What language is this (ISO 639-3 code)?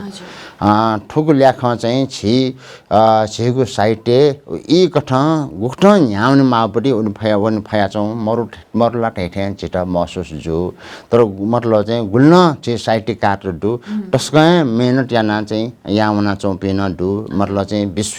new